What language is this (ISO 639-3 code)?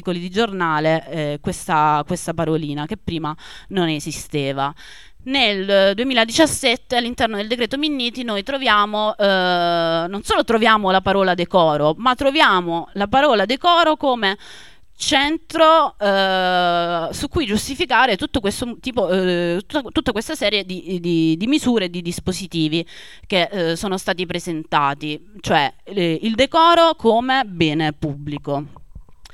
ita